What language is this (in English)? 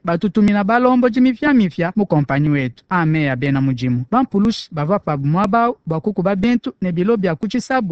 Luba-Lulua